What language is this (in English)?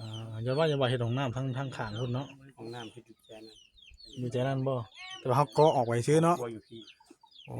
Northeastern Thai